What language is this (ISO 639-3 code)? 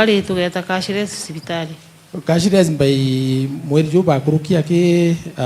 mer